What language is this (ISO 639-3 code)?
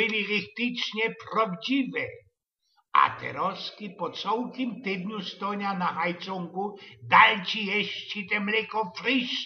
szl